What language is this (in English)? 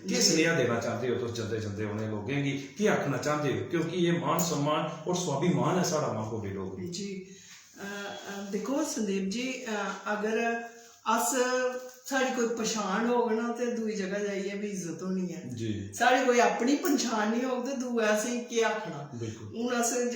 Dogri